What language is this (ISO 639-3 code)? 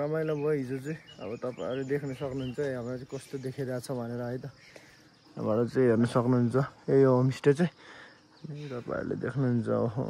nep